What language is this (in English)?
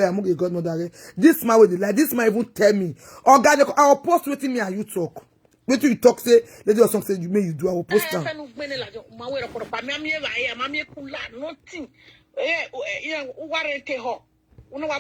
Nigerian Pidgin